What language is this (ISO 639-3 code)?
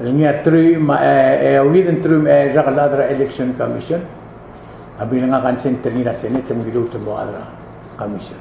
pau